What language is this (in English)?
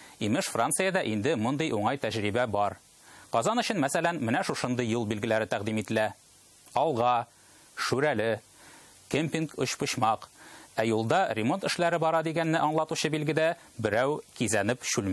Tatar